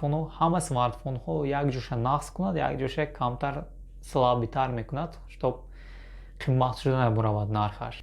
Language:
Tajik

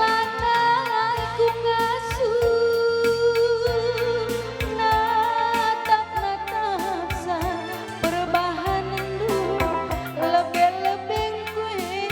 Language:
Batak Karo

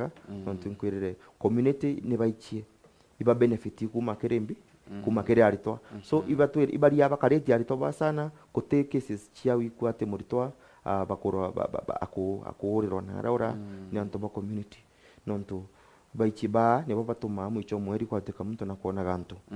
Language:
Meru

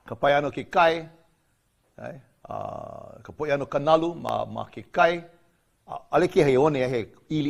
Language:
Hawaiian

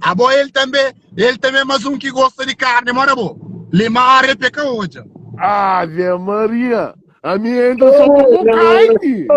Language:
Kabuverdianu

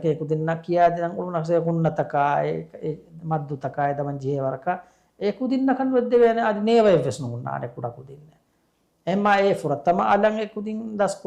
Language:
Divehi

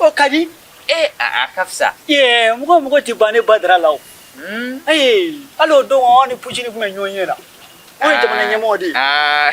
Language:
Bambara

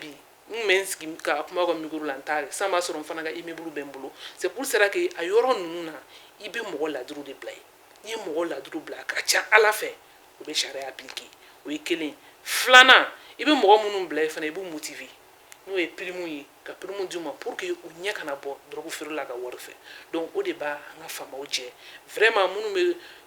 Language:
Bambara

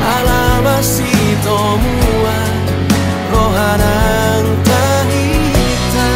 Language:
Batak Toba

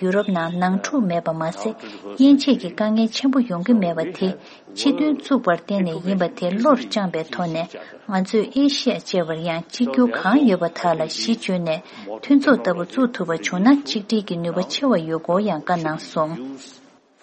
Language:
Tibetan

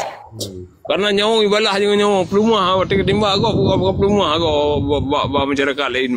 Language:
Achinese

